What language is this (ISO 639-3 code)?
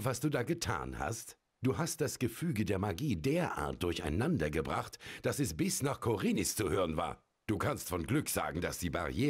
deu